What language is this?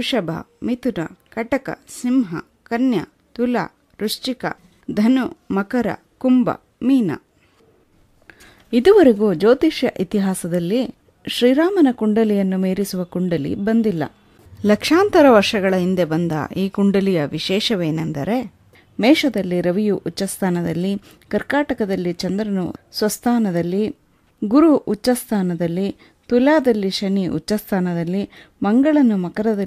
Kannada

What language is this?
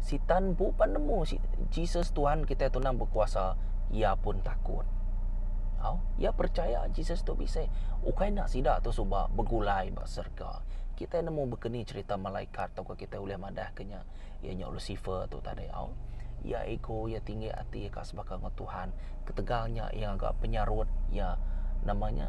Iban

